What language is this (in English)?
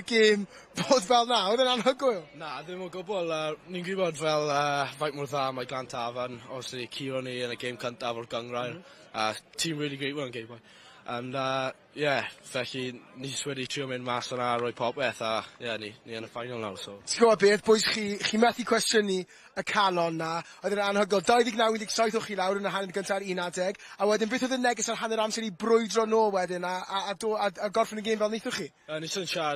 Welsh